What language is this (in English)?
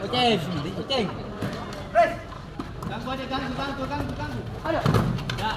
Ambonese Malay